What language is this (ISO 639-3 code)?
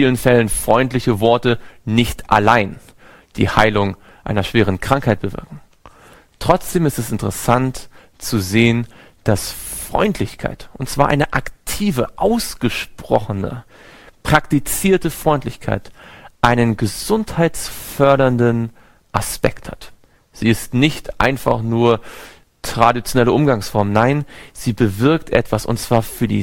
deu